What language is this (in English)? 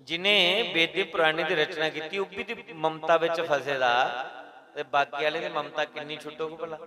Dogri